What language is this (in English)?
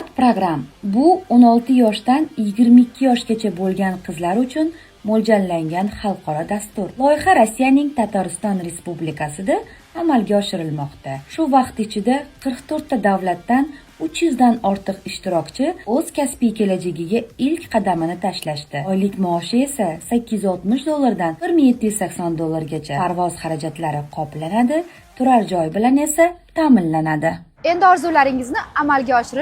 Uzbek